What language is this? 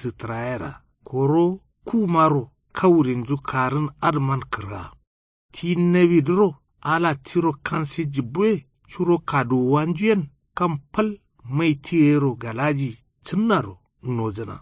Kanuri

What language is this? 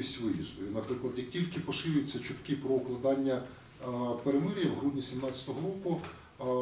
Ukrainian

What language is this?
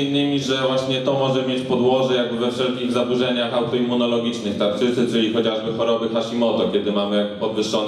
Polish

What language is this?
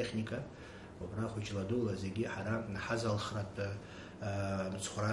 Abkhazian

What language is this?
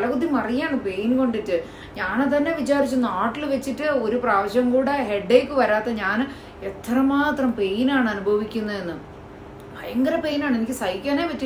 Malayalam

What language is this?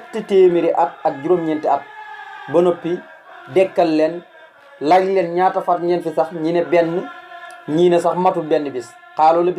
Wolof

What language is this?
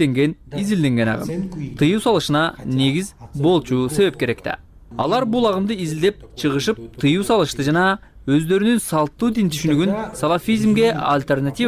Kyrgyz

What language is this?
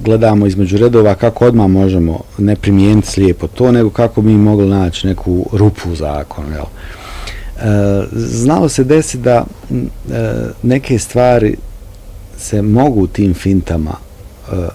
Bosnian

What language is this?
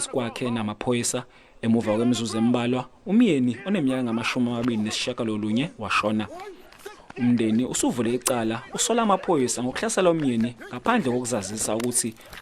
Zulu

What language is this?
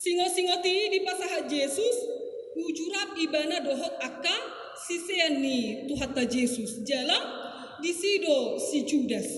Batak Toba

